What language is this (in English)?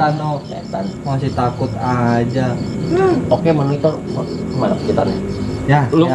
Betawi